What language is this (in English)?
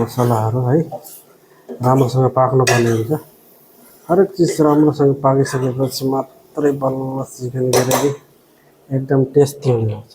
Nepali